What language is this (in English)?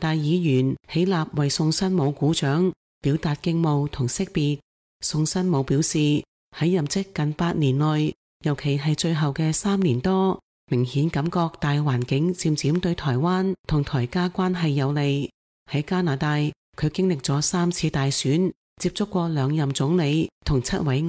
Cantonese